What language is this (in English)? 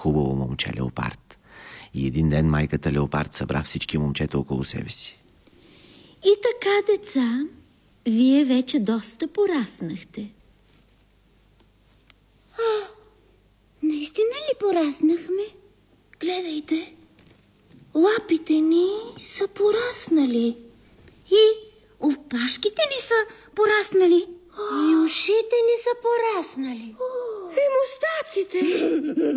Bulgarian